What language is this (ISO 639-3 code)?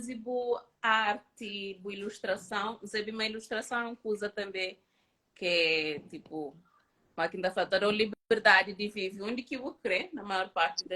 kea